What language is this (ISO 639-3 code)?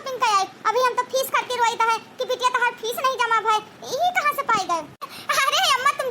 awa